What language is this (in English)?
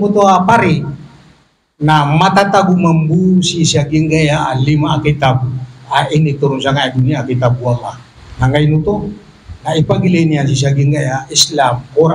Maranao